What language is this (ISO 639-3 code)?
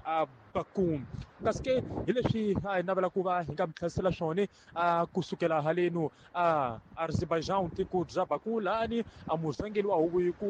tso